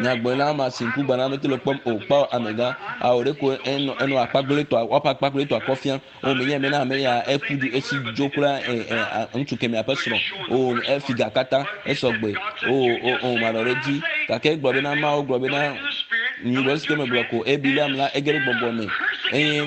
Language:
Ewe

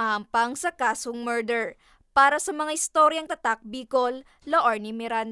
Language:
Bikol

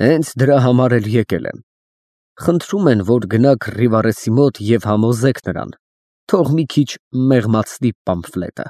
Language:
Armenian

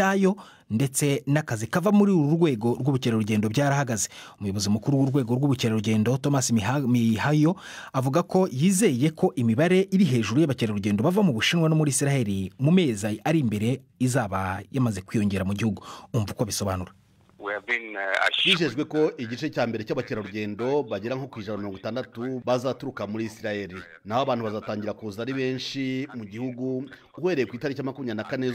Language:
Kinyarwanda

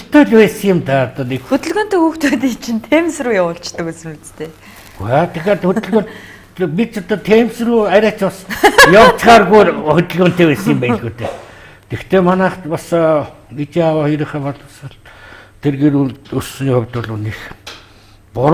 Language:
Mongolian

